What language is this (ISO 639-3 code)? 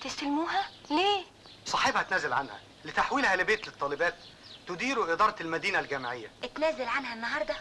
arz